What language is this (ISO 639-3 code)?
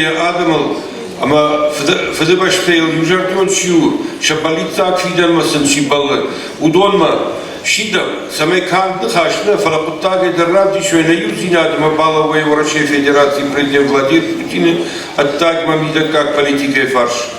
oss